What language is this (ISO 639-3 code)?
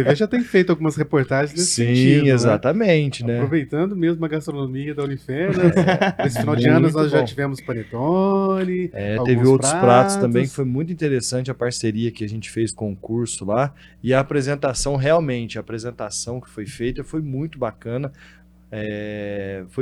por